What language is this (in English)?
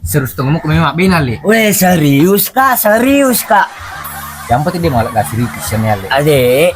Buginese